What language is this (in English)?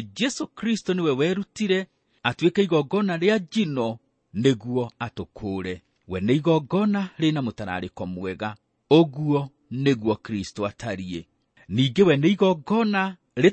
Kikuyu